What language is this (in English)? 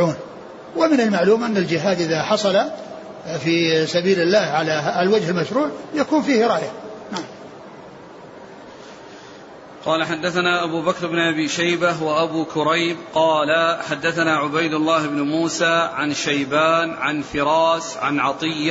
Arabic